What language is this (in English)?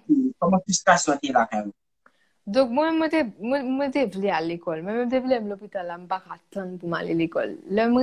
Haitian Creole